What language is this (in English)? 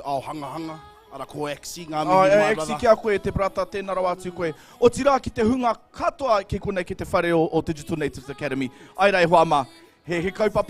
Māori